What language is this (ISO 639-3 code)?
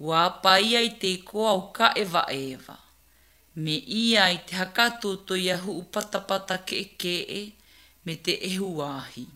mlg